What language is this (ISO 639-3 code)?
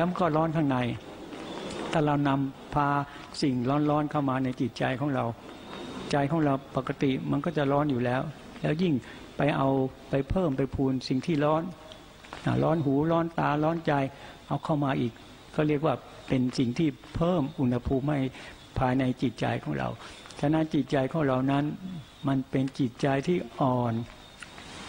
tha